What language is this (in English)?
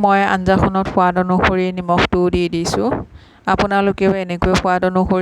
Assamese